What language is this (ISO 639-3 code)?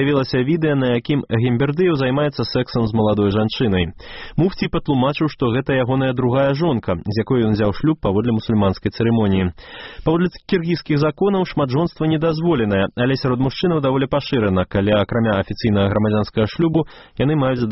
bel